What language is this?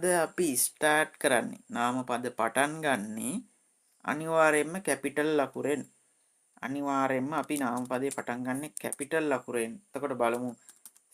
Sinhala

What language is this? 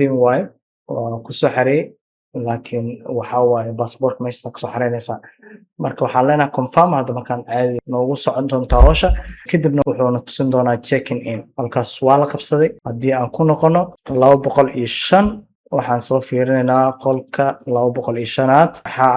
Somali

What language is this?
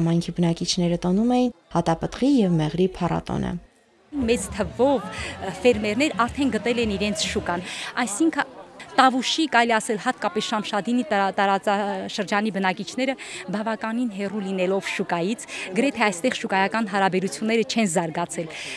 Armenian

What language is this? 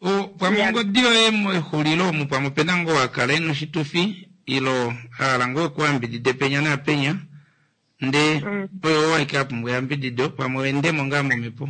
Kuanyama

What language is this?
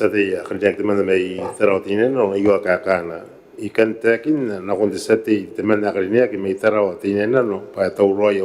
Gilbertese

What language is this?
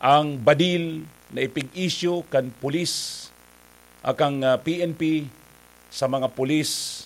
Bikol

